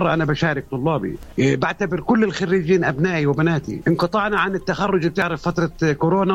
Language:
North Levantine Arabic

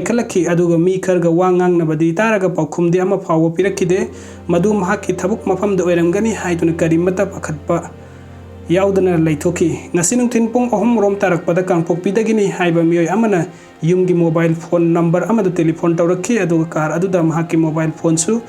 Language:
Manipuri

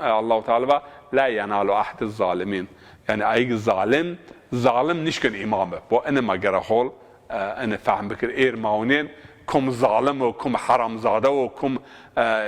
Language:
Zaza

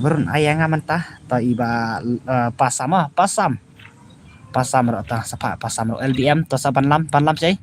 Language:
Khasi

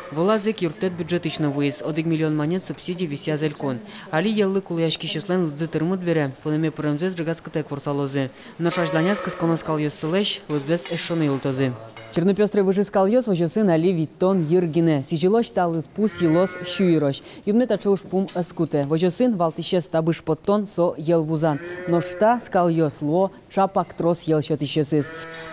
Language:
Udmurt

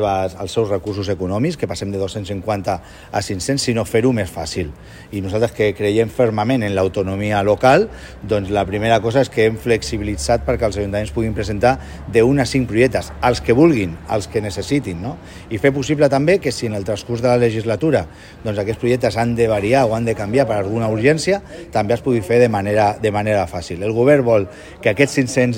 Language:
Catalan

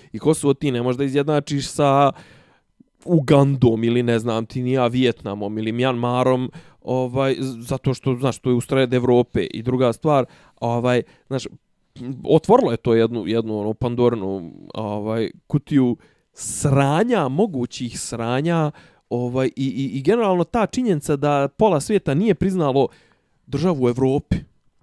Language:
Bosnian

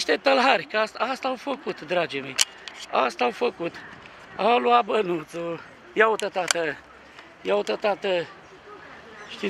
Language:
Romanian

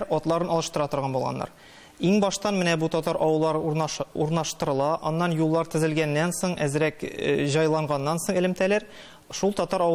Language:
Tatar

